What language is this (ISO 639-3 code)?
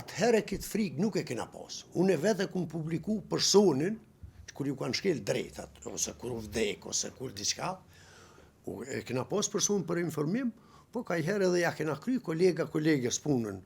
sqi